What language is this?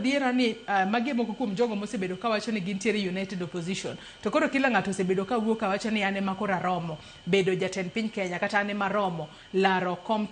Luo (Kenya and Tanzania)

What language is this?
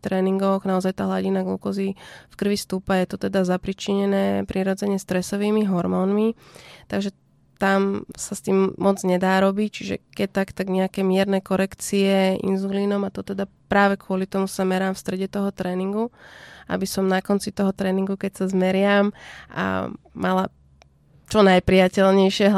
Slovak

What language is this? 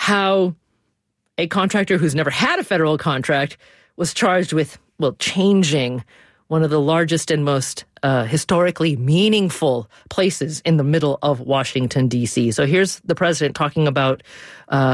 English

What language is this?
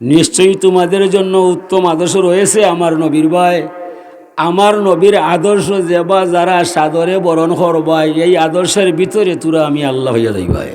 Sylheti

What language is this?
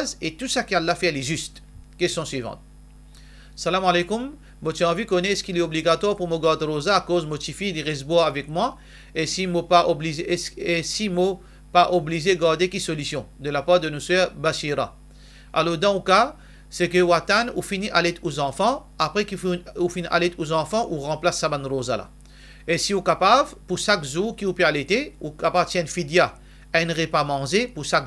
Morisyen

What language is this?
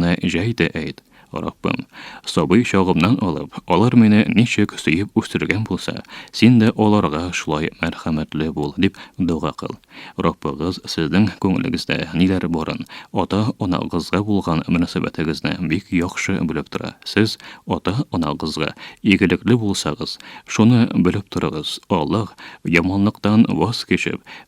Tatar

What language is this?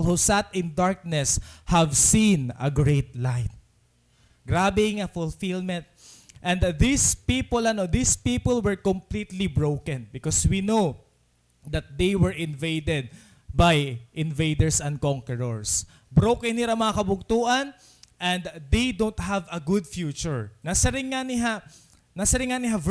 Waray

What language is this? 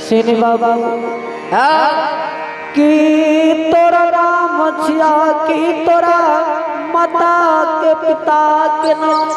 Angika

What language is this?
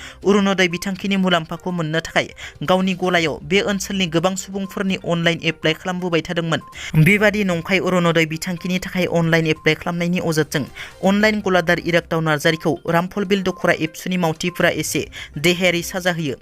Bodo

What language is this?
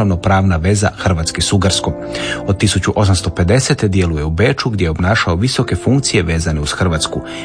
Croatian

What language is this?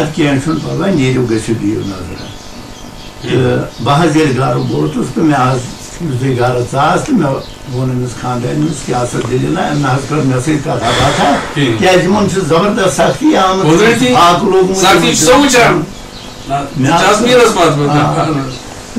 Kashmiri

